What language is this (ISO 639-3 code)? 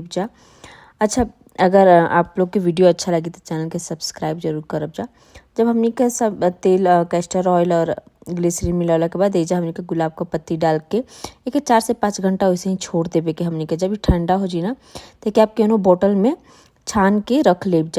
bho